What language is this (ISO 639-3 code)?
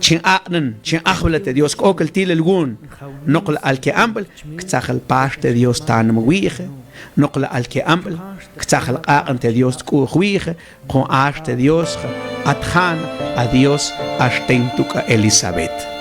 mam